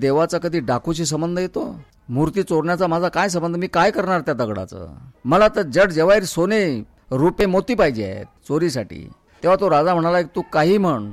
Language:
Marathi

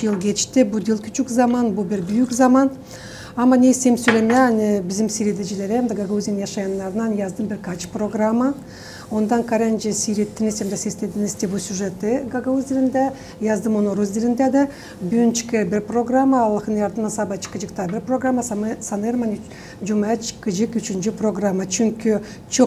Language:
Gagauz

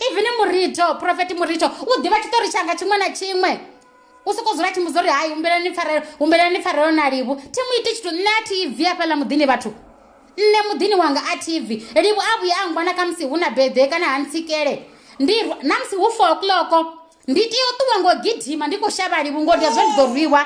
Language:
Venda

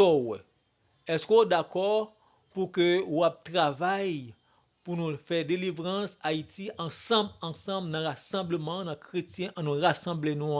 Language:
Haitian Creole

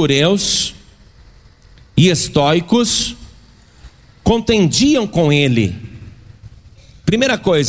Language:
Portuguese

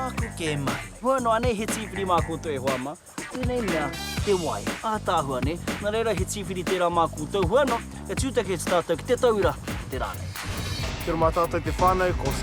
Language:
Māori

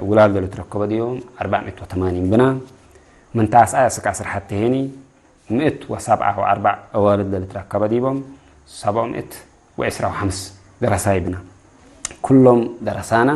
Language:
Tigre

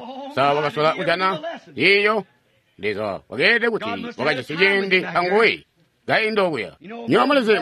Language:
Tonga (Zambia)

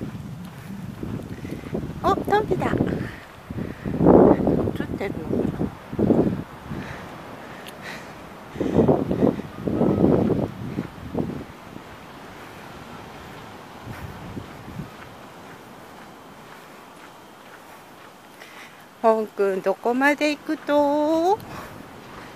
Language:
Japanese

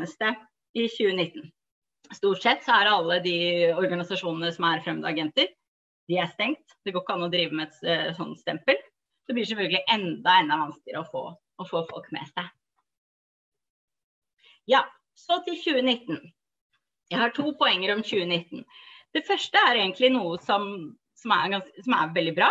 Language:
Norwegian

